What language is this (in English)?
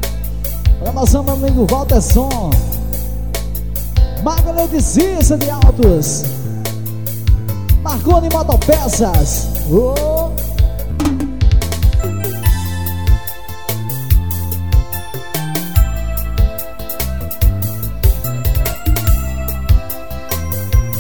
Portuguese